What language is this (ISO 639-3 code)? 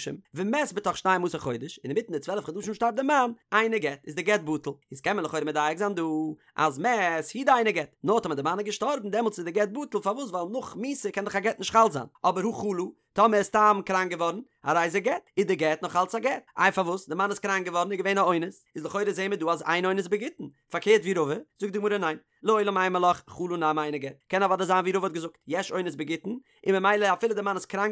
yid